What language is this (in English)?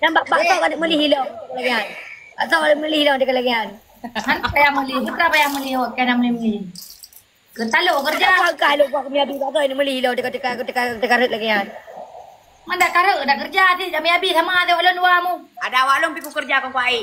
Achinese